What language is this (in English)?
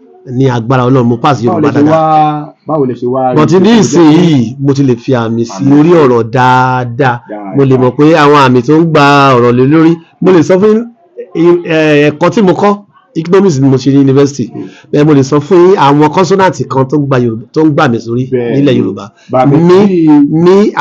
Yoruba